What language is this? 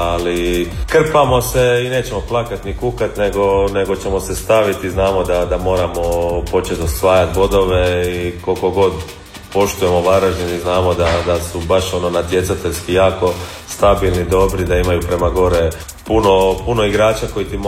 Croatian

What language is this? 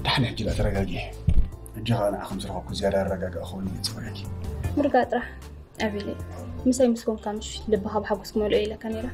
Tigrinya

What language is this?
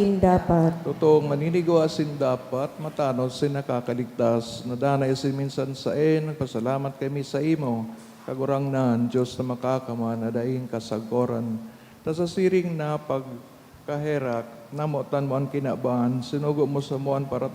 Bikol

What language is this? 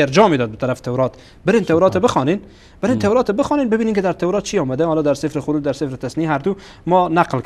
Persian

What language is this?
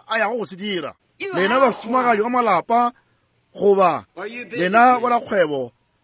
Northern Sotho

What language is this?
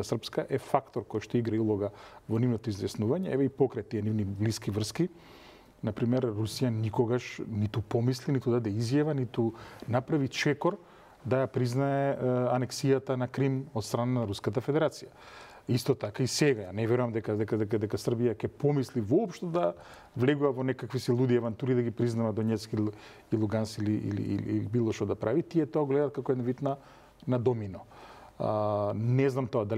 Macedonian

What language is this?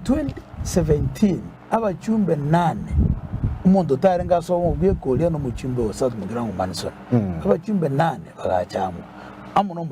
Gusii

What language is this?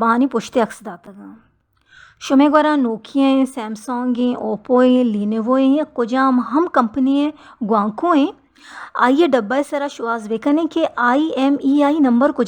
Baluchi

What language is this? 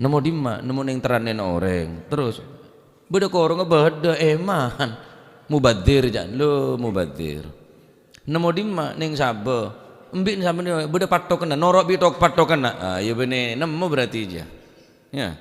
Madurese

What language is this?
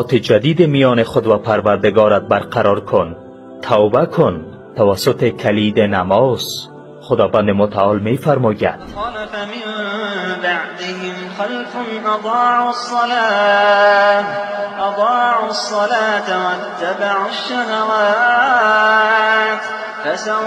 Persian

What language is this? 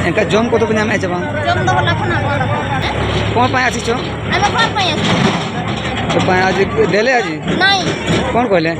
Santali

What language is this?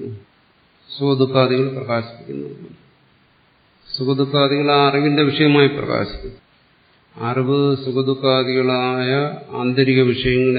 Malayalam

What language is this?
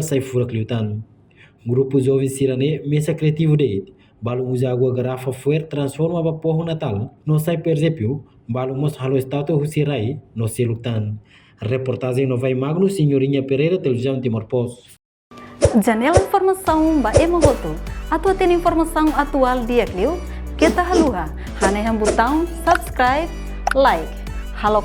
Tetum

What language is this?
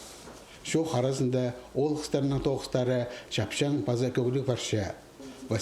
Khakas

